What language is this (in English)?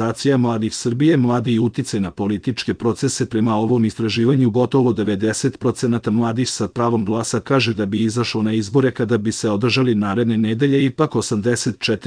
Serbian